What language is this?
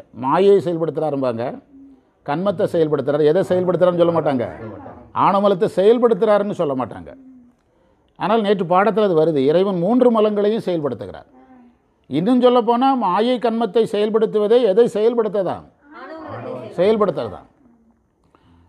Tamil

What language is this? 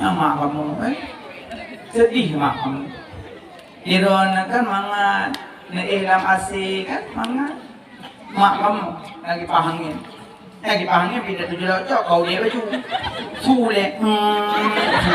Achinese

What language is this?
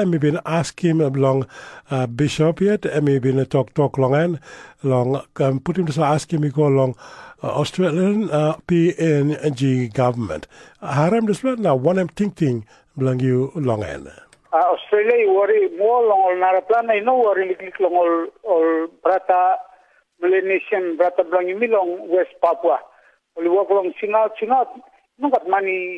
Tok Pisin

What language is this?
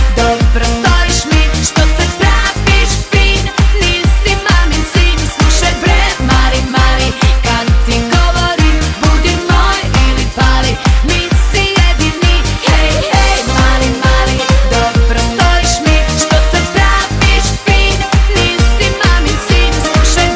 Serbian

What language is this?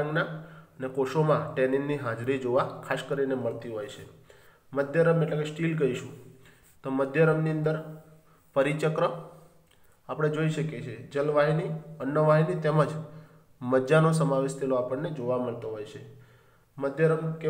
Gujarati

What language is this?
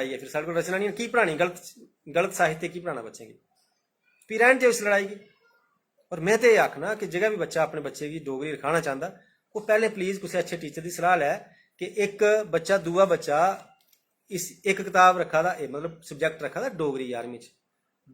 Dogri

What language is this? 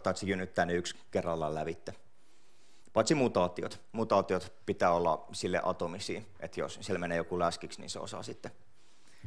Finnish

